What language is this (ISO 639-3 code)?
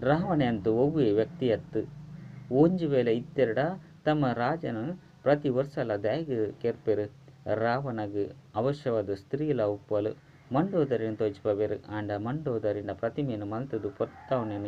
tcy